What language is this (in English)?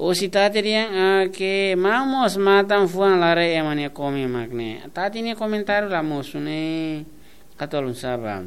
Tetum